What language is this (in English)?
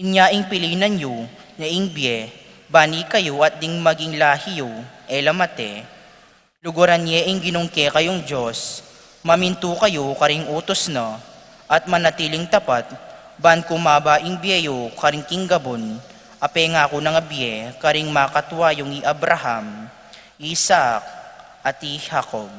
Pampanga